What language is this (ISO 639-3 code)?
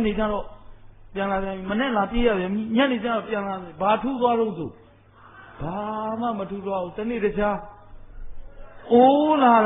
mya